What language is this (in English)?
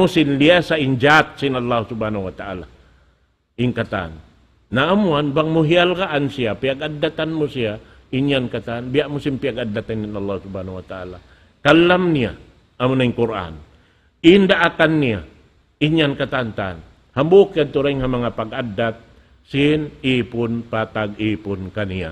Tausug